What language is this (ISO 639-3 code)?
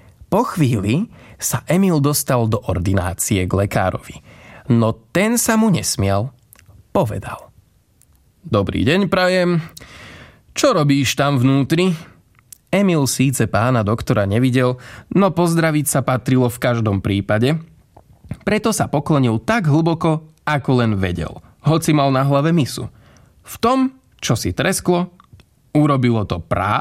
slk